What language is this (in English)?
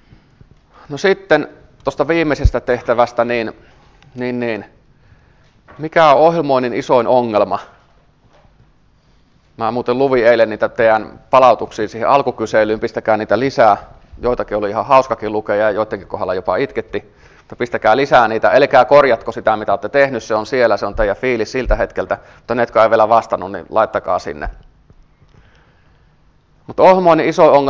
Finnish